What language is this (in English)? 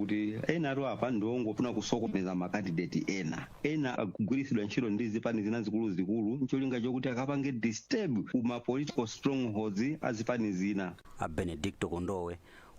Nyanja